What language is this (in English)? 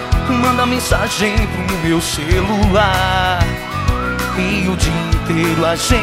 Portuguese